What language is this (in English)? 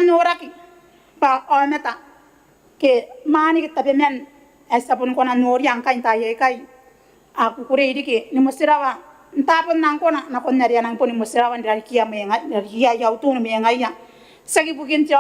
Gilbertese